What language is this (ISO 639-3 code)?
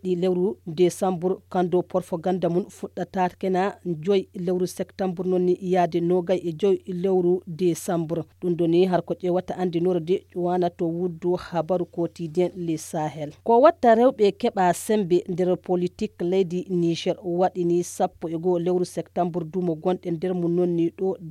fuv